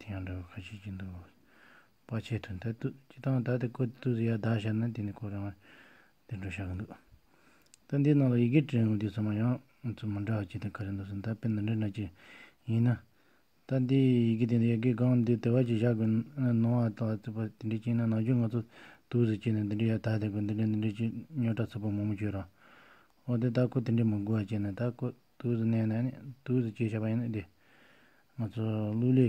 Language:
Tibetan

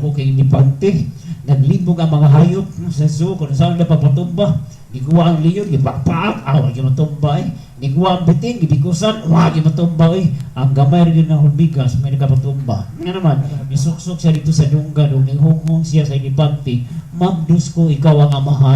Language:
Cebuano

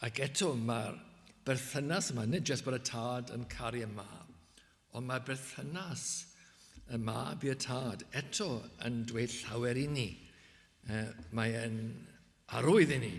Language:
Welsh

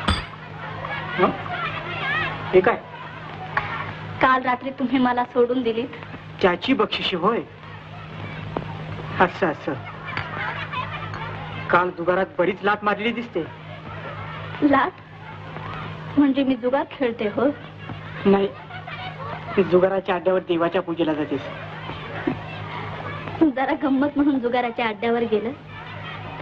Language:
Marathi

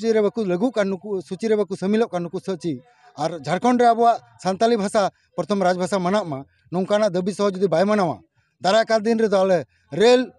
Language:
Santali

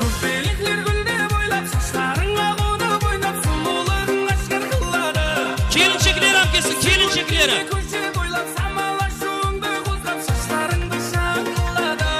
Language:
Kara-Kalpak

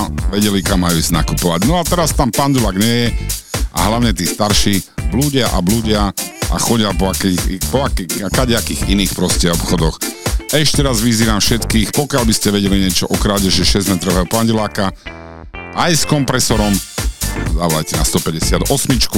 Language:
Slovak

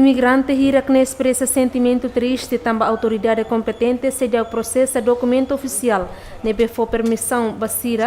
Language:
Tetum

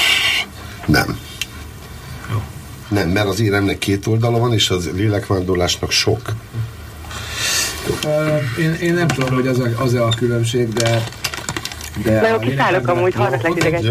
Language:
Hungarian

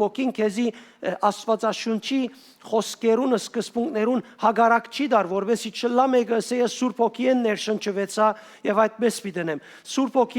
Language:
Western Armenian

